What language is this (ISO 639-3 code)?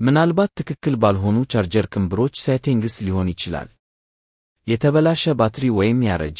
amh